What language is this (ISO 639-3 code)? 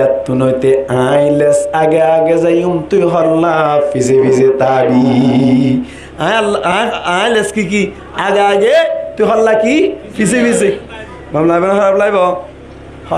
rhg